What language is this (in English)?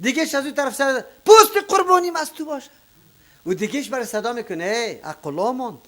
Persian